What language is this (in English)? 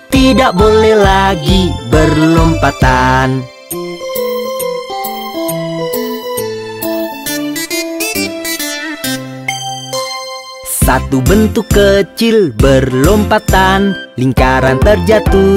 Indonesian